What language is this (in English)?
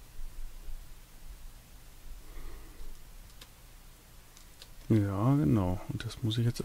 German